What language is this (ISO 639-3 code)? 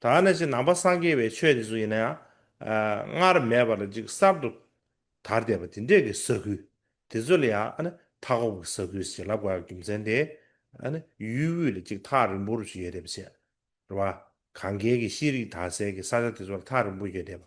bod